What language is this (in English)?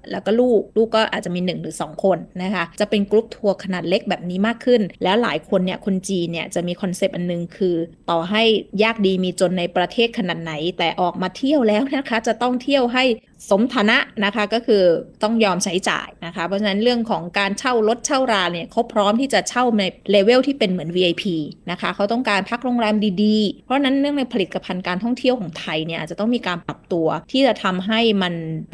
Thai